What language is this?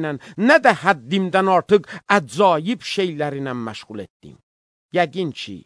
Azerbaijani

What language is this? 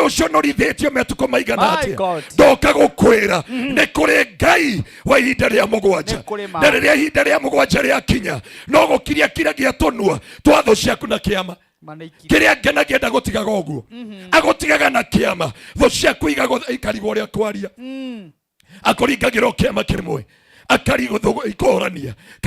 Kikuyu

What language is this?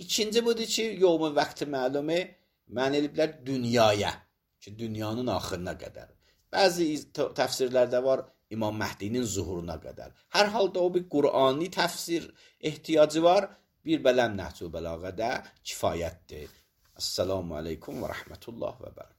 Azerbaijani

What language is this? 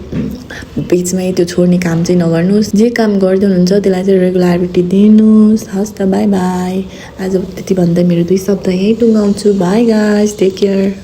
Nepali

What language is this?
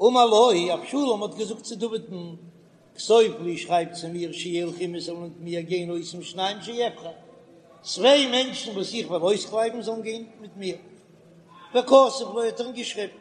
Yiddish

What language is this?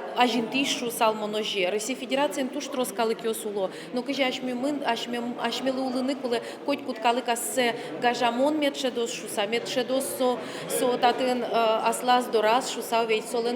Udmurt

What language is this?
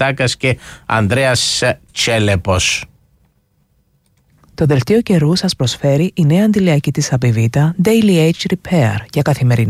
Greek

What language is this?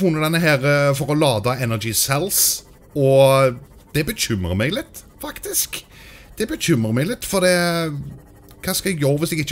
Norwegian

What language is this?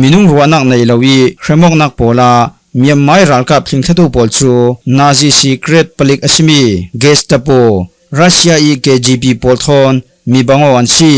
Falam Chin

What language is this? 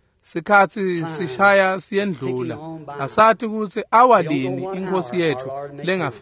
Swati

